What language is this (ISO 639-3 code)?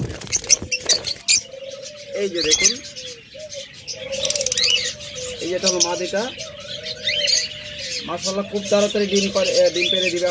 ben